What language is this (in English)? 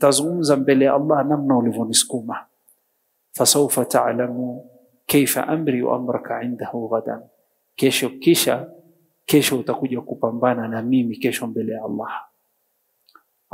Swahili